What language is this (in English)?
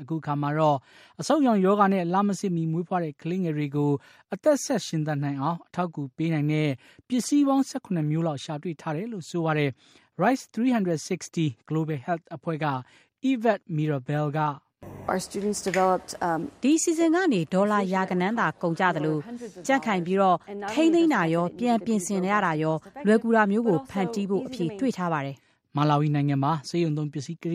Burmese